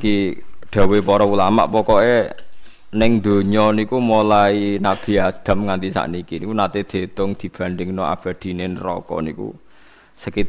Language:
Javanese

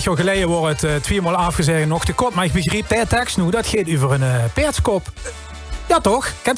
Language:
Limburgish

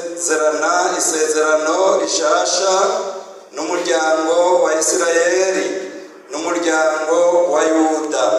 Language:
Rundi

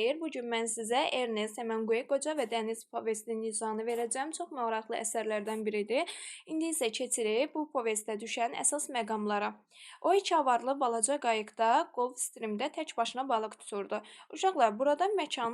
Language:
Azerbaijani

